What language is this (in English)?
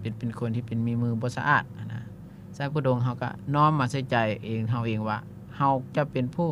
Lao